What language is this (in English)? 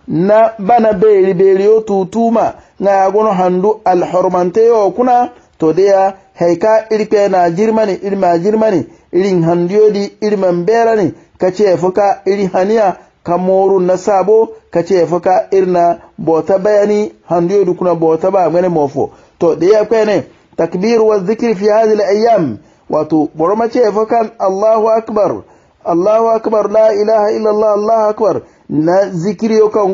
Hausa